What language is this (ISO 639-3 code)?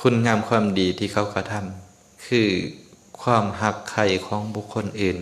lao